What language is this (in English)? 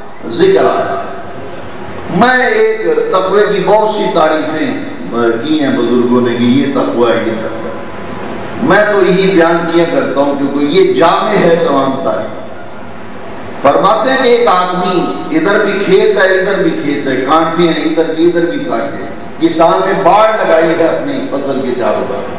Urdu